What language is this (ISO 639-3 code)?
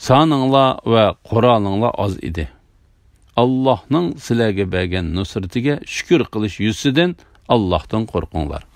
uig